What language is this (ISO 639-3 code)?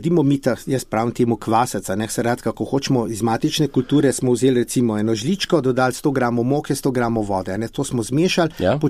slv